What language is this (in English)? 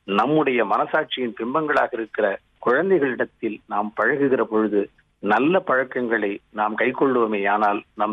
Tamil